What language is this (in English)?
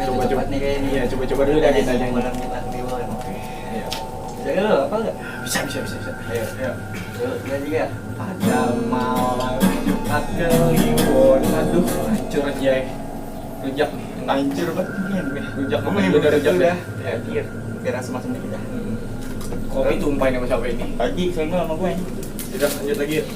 Betawi